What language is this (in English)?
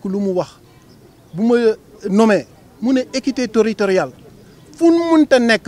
Wolof